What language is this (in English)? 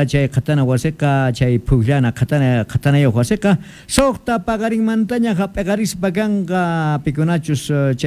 South Bolivian Quechua